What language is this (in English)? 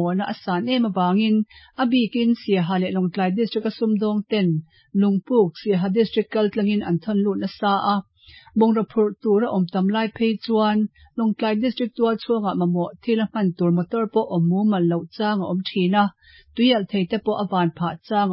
Mizo